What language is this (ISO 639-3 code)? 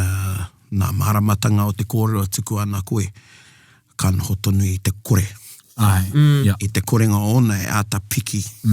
mri